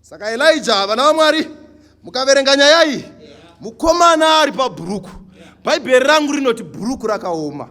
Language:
Shona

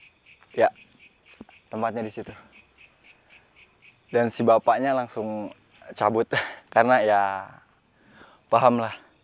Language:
Indonesian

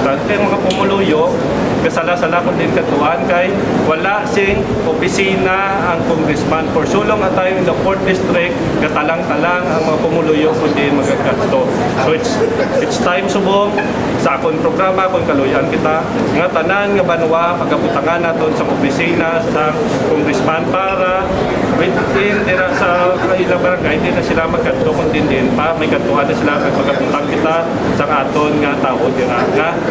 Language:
Hiligaynon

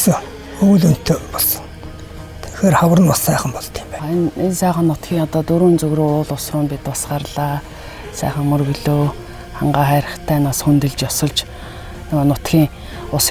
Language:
Mongolian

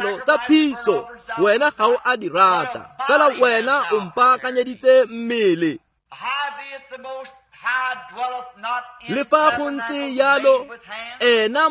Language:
Tswana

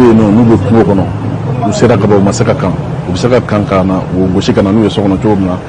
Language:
Bambara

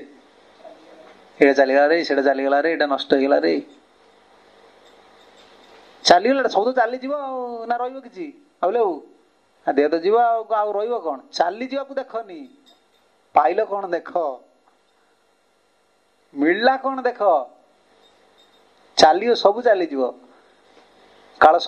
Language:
Odia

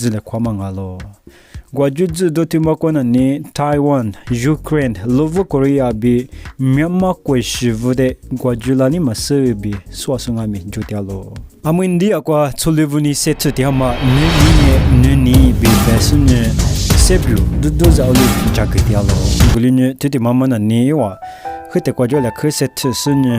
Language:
Lisu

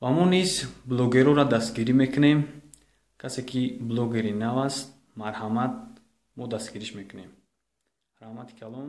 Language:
Tajik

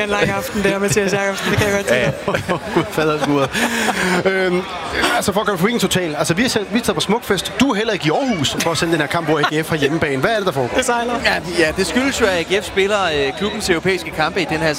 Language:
Danish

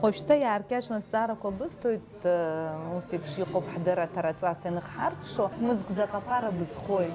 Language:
Abkhazian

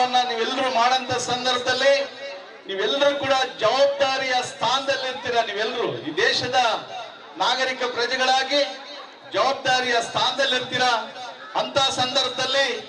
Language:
Kannada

